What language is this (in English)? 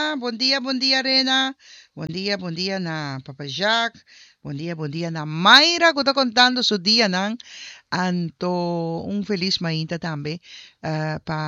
Papiamento